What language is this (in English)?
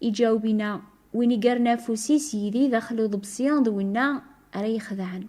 Kabyle